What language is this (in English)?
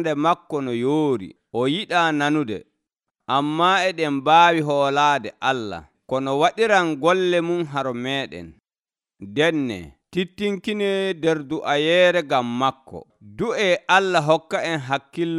Nigerian Fulfulde